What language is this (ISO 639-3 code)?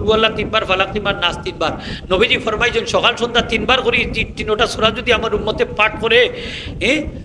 syl